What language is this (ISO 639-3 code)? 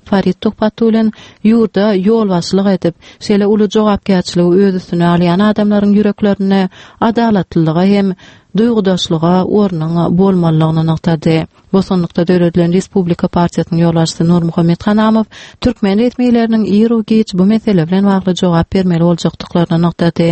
tuk